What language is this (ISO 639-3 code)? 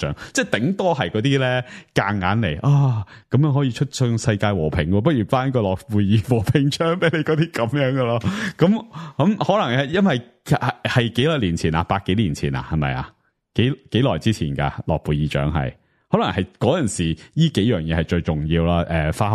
yue